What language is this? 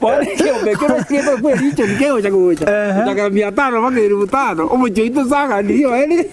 Gusii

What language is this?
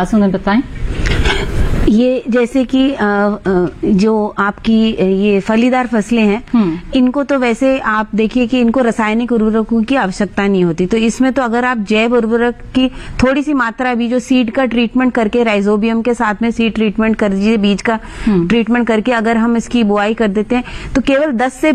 Hindi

